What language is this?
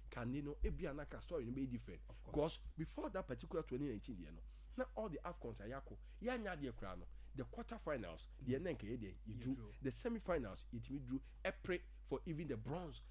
Akan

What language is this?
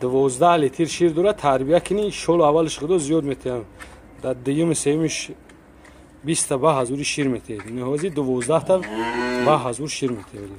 Tajik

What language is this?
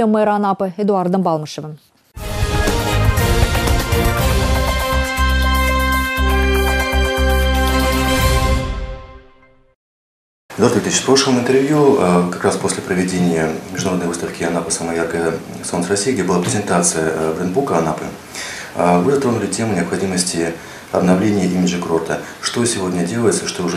Russian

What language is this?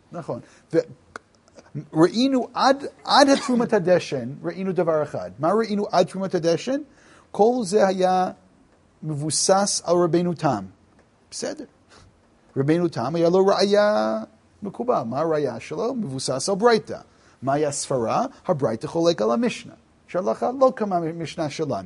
Hebrew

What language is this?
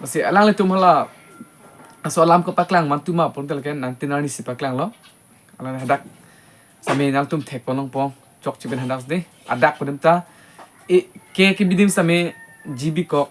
Karbi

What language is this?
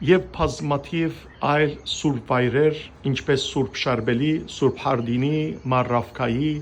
Western Armenian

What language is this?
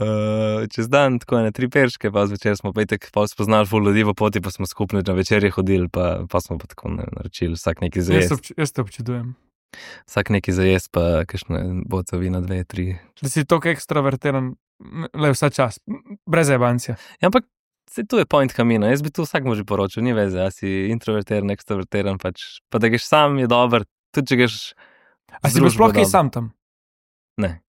Slovenian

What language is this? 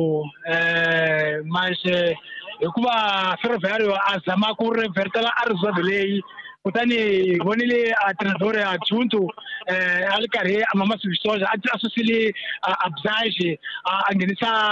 Tsonga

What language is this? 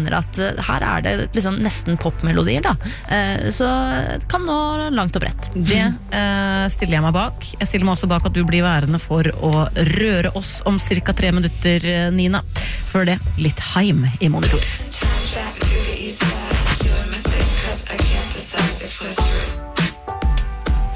Norwegian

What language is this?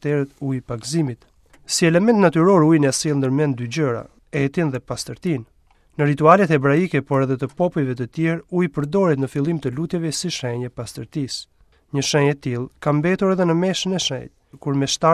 Albanian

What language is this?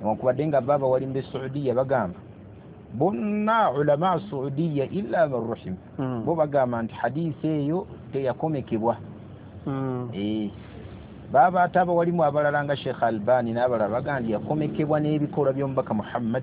Ganda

